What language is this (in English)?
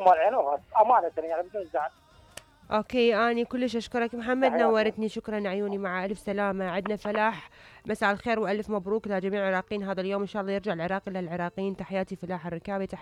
Mesopotamian Arabic